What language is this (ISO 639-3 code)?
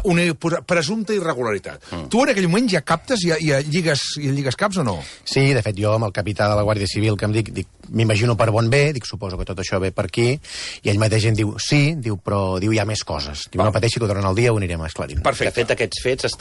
cat